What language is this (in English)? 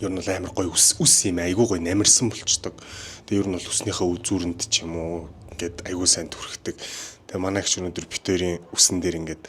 Mongolian